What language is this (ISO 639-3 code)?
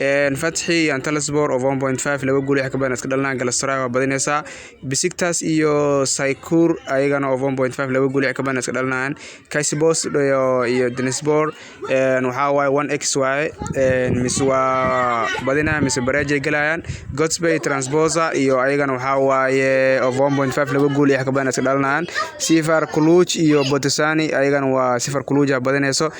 som